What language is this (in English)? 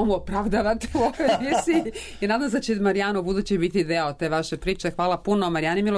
Serbian